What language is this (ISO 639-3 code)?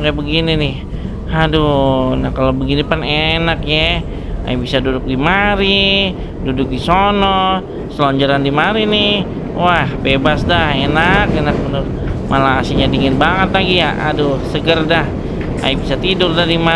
bew